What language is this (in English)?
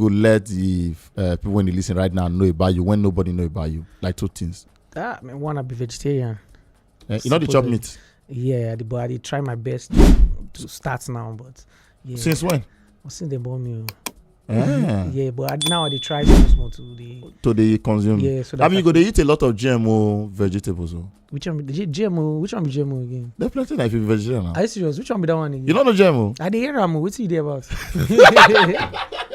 Nigerian Pidgin